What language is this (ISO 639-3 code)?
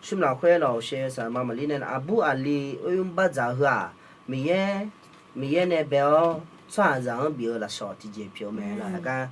ahk